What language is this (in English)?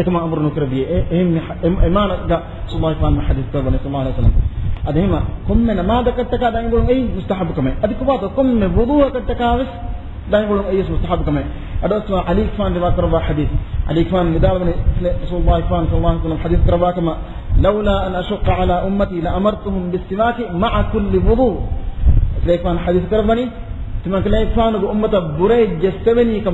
Divehi